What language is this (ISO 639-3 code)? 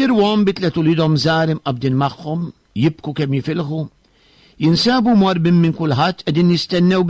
mlt